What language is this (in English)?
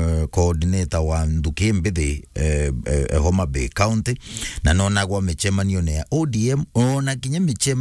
Meru